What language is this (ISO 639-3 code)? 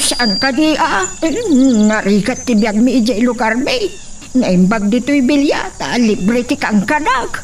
ilo